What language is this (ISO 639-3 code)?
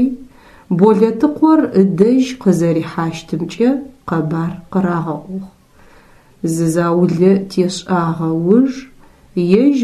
ady